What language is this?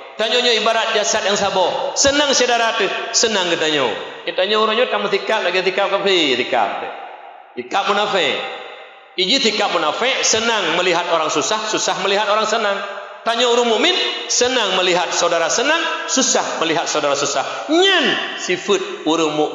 Achinese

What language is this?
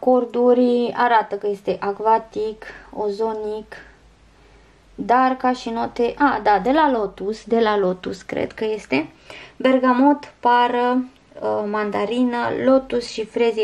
Romanian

